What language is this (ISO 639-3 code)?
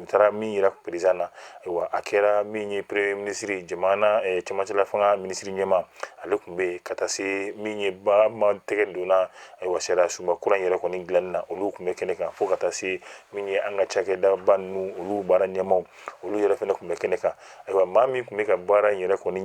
bam